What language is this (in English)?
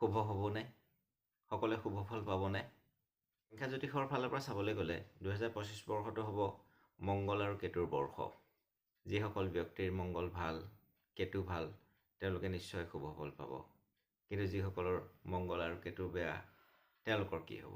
Assamese